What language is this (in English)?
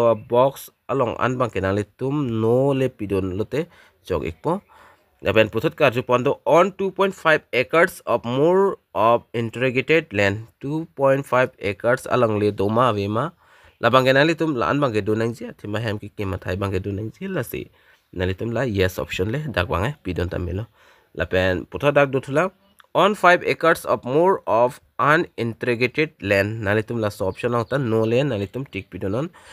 Karbi